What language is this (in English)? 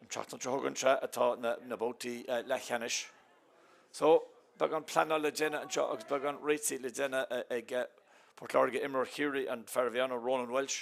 Irish